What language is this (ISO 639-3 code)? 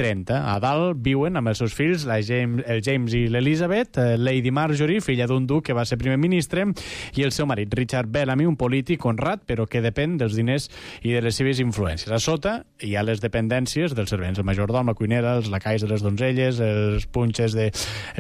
cat